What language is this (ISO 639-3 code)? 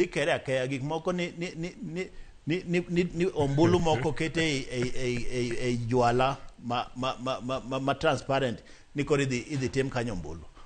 luo